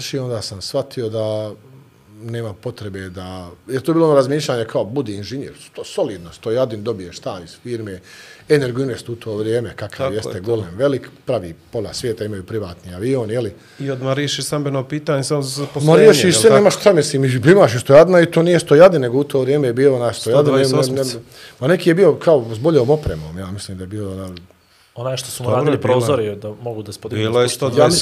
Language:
Bosnian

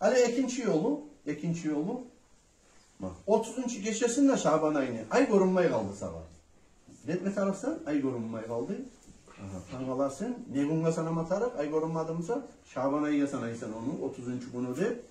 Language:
Kumyk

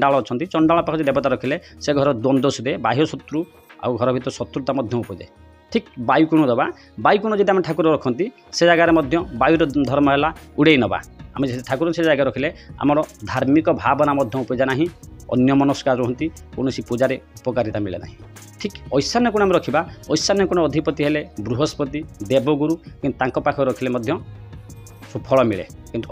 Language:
Odia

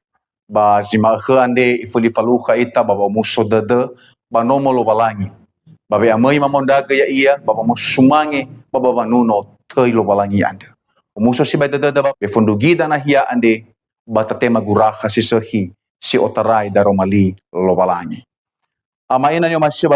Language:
Nias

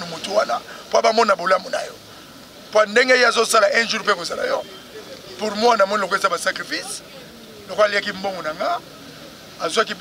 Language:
Lingala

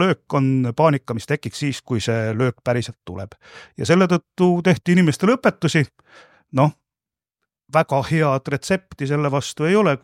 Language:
Estonian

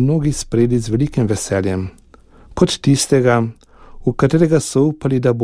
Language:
Slovenian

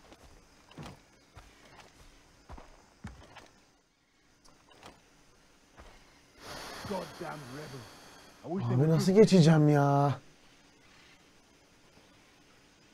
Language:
Turkish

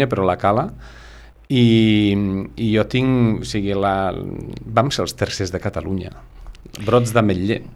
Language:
Catalan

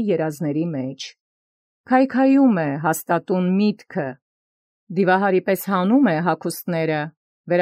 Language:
Armenian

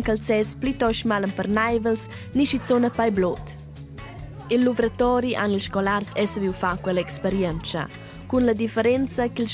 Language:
Romansh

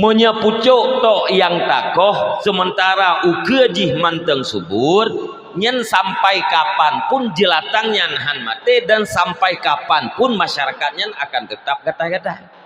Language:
Achinese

